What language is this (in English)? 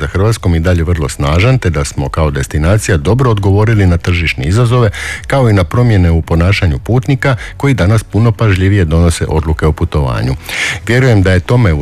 Croatian